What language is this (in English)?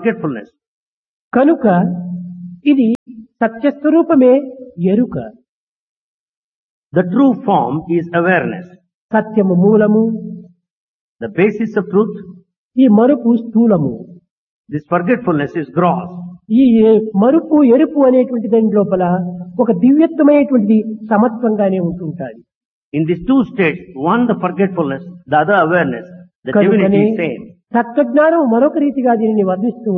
Telugu